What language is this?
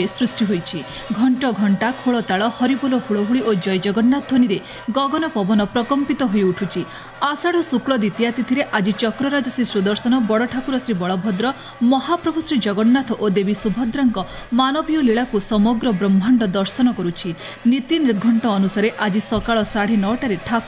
Odia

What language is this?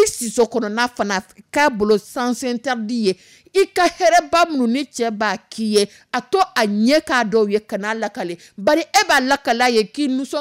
Dyula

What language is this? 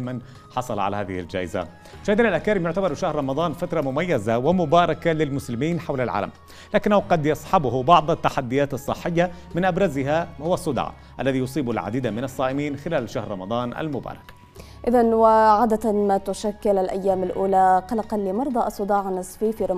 Arabic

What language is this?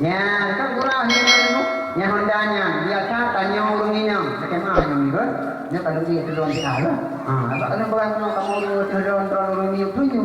Achinese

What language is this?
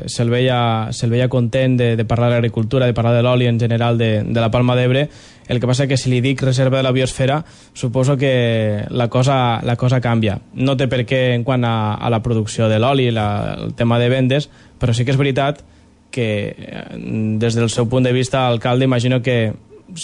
Catalan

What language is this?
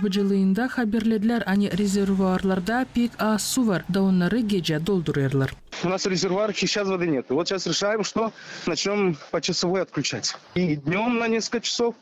Gagauz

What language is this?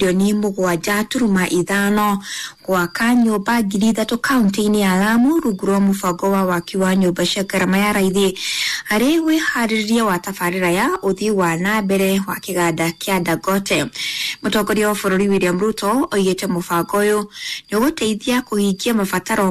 Kikuyu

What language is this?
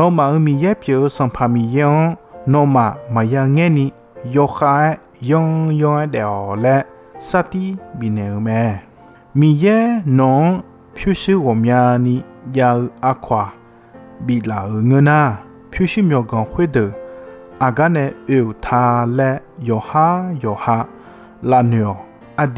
Akha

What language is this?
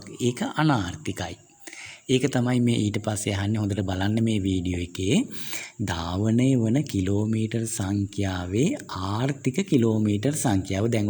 Sinhala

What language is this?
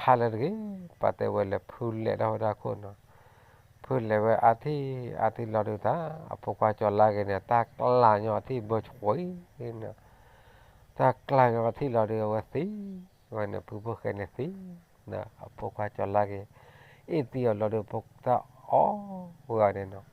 S'gaw Karen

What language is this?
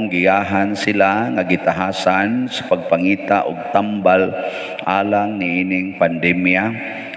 Cebuano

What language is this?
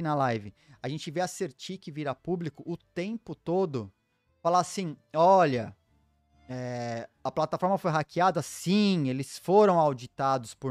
Portuguese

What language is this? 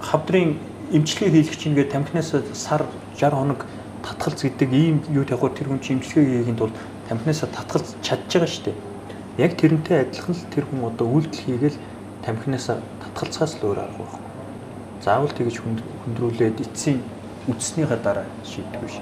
Mongolian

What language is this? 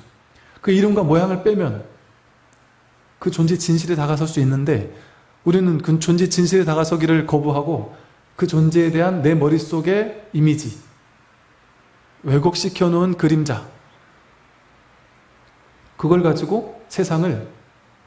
Korean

